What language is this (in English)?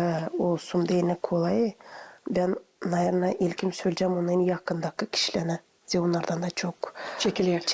Gagauz